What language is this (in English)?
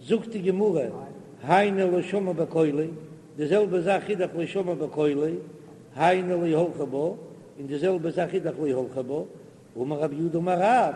Yiddish